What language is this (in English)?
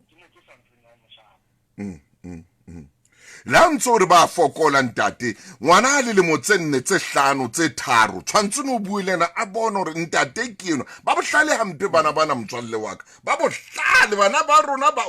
Southern Sotho